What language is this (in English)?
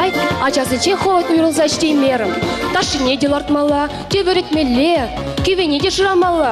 Chuvash